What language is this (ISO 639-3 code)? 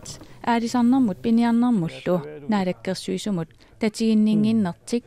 kal